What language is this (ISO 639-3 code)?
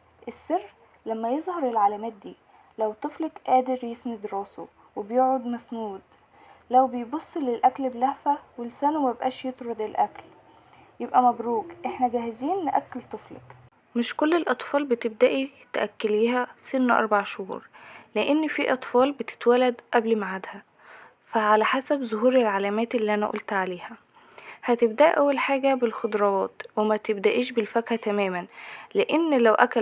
arz